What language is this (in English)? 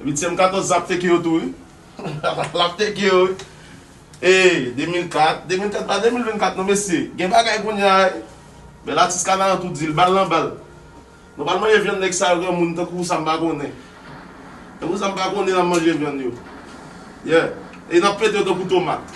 Haitian Creole